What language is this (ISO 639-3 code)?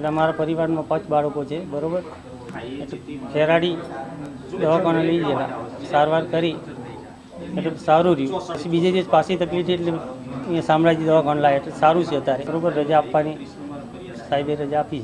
guj